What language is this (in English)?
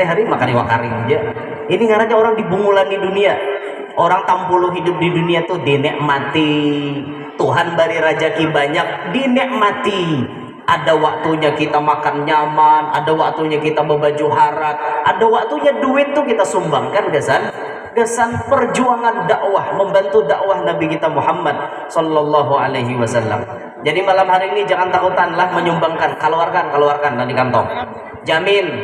Banjar